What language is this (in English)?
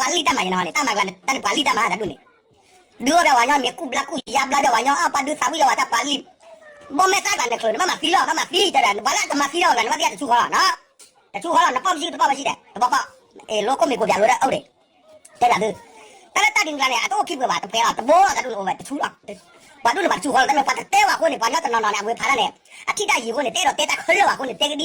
S'gaw Karen